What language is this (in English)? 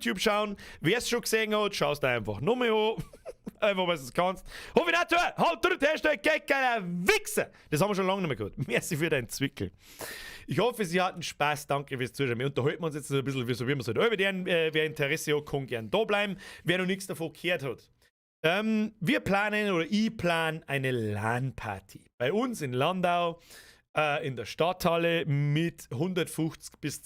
Bavarian